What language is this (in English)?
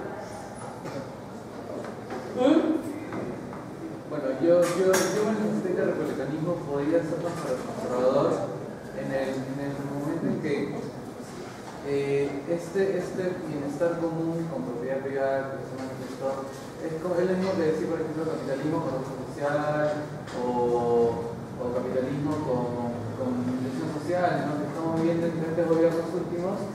Spanish